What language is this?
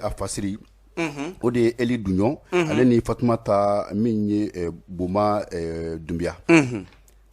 Bambara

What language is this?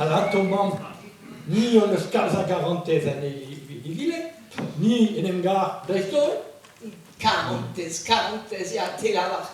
Breton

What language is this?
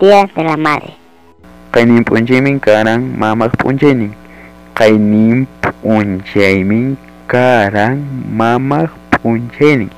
Ayacucho Quechua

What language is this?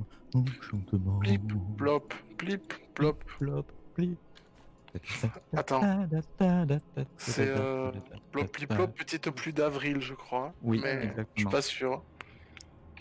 French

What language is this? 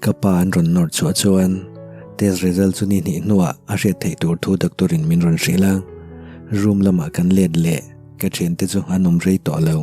Mizo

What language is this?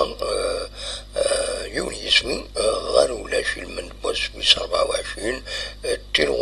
Kabyle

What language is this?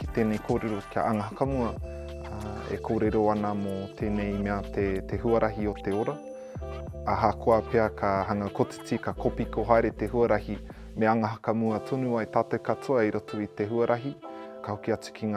Māori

